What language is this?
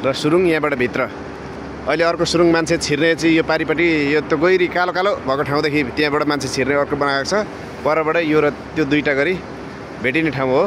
Nepali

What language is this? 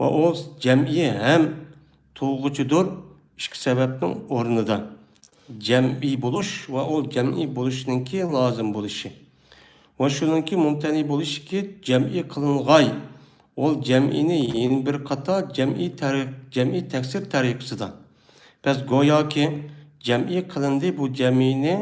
Uyghur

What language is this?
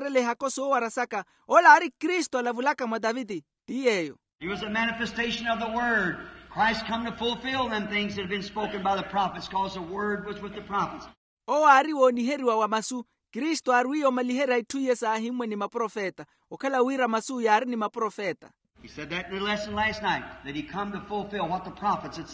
Makhuwa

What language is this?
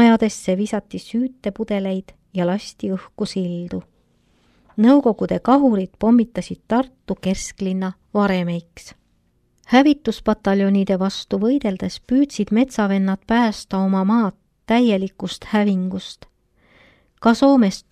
Estonian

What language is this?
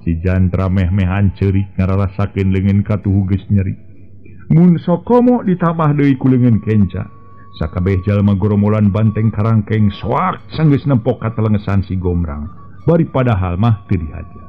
Sundanese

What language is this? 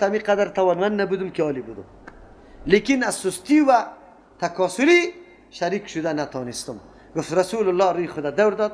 Persian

